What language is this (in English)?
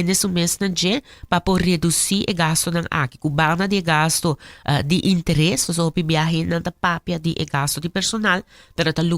Papiamento